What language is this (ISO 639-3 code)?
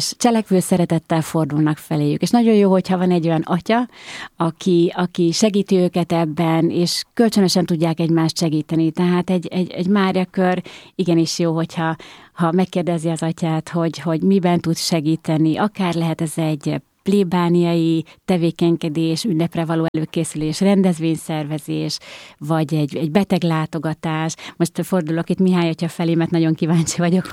hun